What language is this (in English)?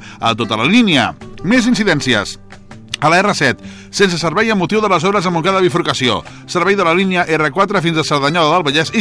Catalan